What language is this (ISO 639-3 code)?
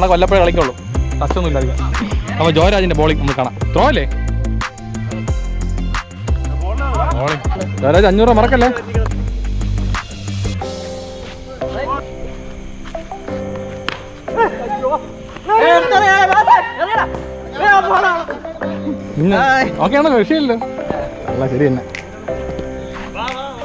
mal